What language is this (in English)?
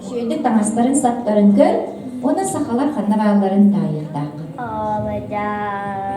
Yakut